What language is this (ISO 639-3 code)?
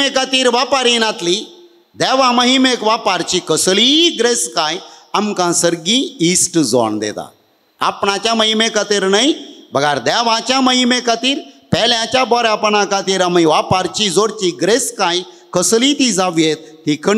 kok